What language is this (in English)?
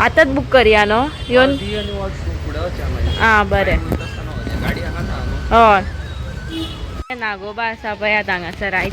Konkani